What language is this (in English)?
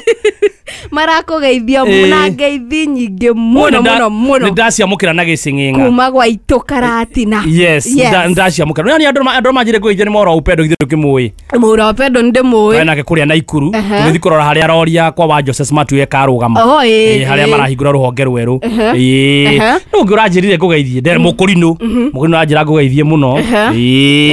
Kikuyu